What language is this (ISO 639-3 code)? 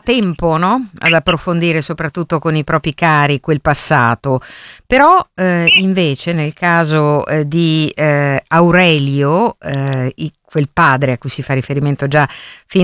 ita